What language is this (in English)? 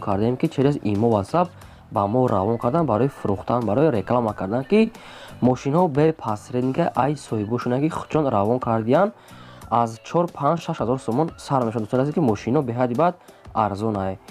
Tajik